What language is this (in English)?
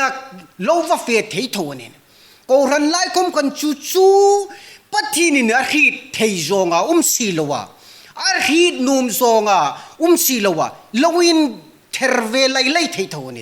Hmar